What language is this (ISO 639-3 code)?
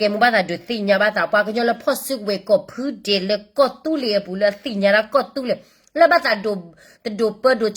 ksw